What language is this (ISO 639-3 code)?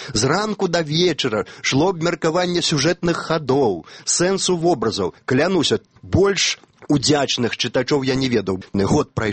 bel